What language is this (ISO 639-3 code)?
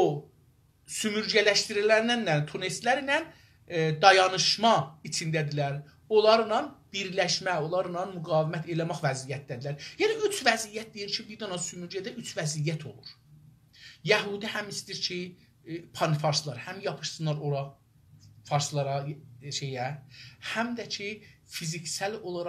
azb